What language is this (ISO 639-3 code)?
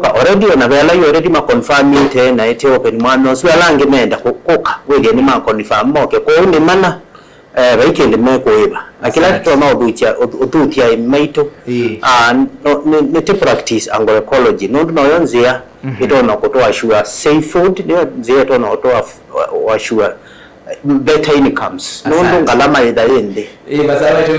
kam